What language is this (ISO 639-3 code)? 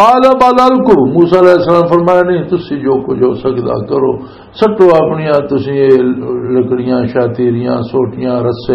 lah